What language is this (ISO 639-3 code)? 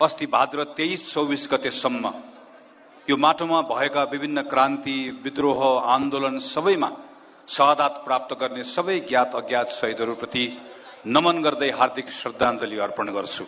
nep